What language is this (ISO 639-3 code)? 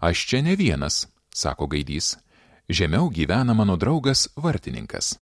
lit